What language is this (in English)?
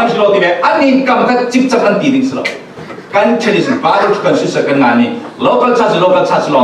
Falam Chin